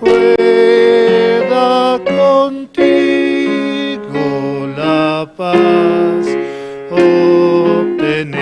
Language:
South Bolivian Quechua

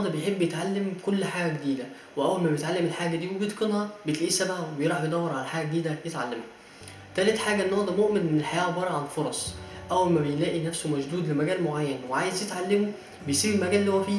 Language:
Egyptian Arabic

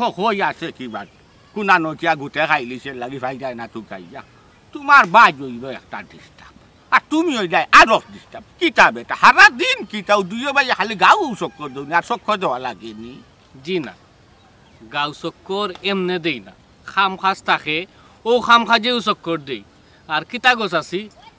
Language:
Sylheti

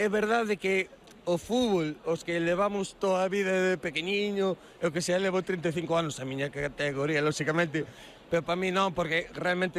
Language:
Galician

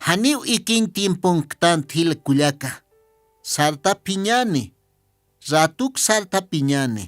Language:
Aymara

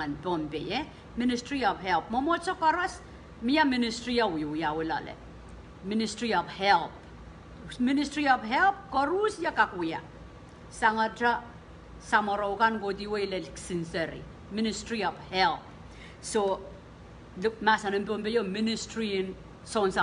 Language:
Pohnpeian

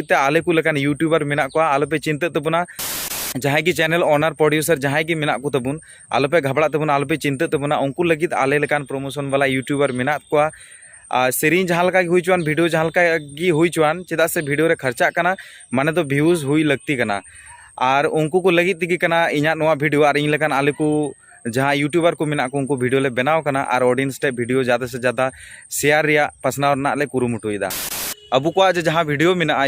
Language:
Santali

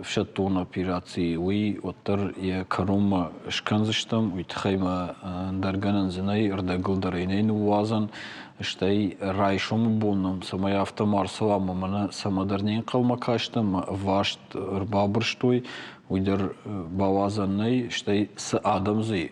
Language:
Ossetic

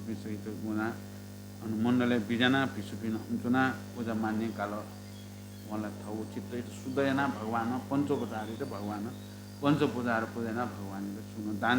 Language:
Newari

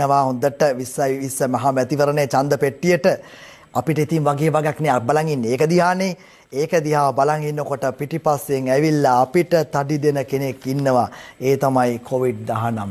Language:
Sinhala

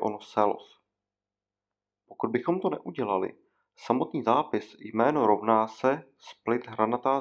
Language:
Czech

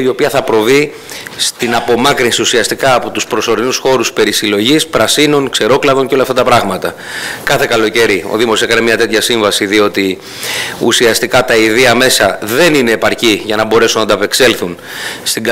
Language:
Greek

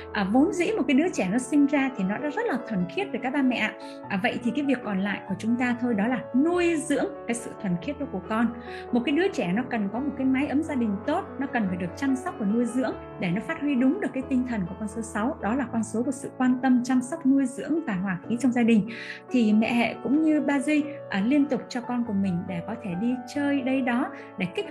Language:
Vietnamese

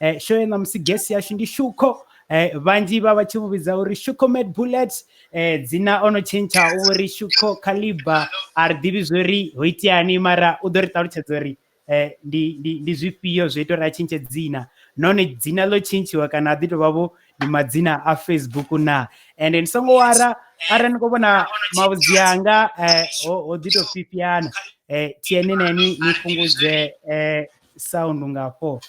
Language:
Venda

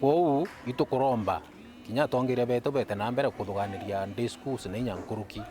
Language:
Meru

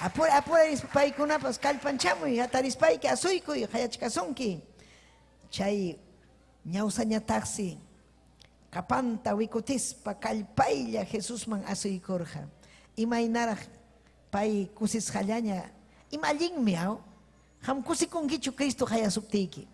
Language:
Ayacucho Quechua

